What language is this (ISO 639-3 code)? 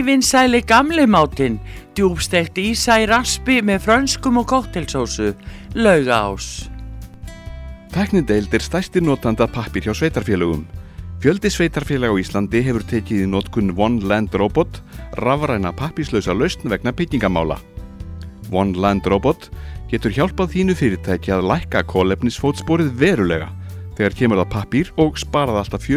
isl